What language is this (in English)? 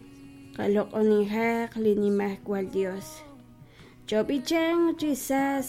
Kekchí